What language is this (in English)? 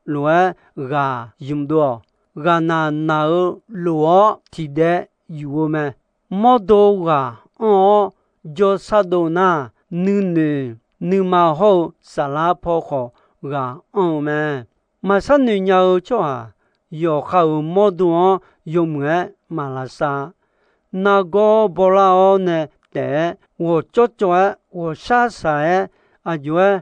Akha